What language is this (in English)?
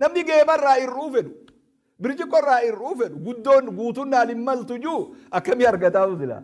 Oromo